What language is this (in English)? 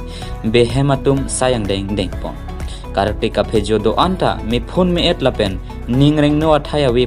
Karbi